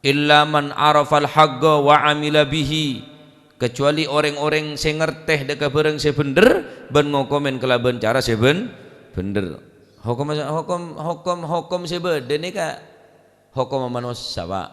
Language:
Madurese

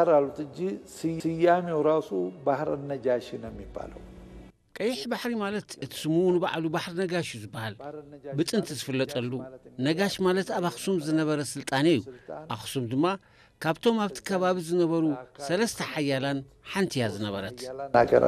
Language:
Tigrinya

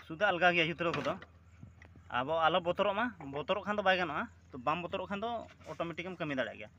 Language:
Santali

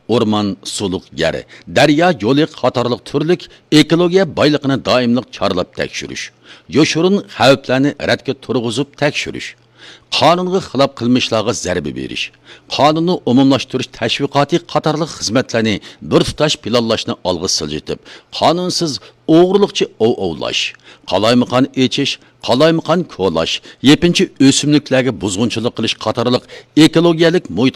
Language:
Uyghur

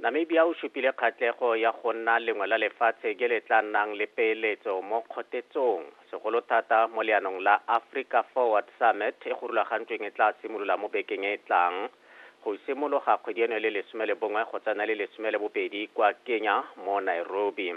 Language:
Tswana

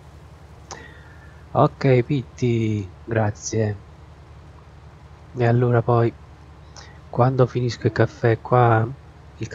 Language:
Italian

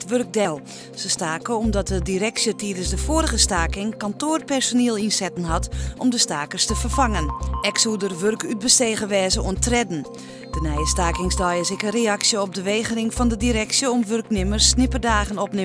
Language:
Western Frisian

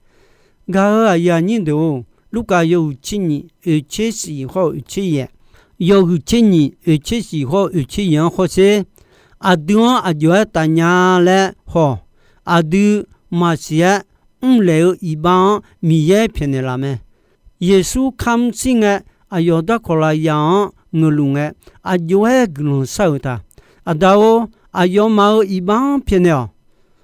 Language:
Akha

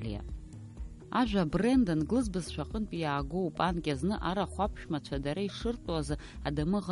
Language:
Abkhazian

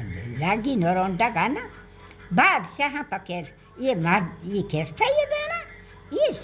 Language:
Baluchi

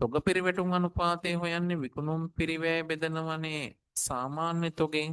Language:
Sinhala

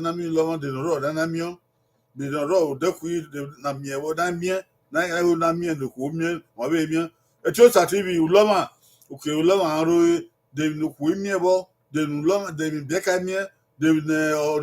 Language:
Bini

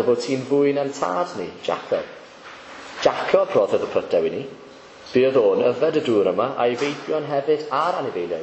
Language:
Welsh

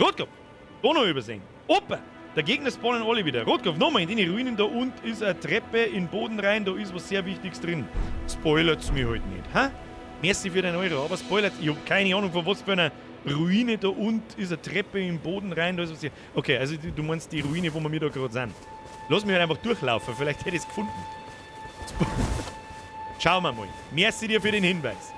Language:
Bavarian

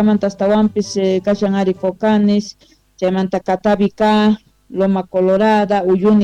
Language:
Quechua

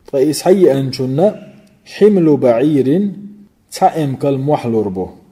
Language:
Chechen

